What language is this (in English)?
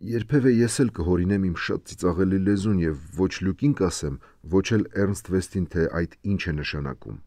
Armenian